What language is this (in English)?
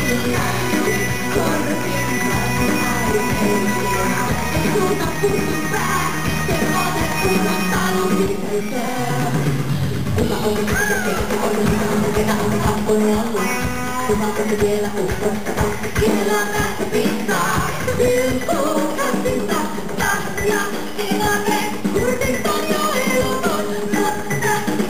Finnish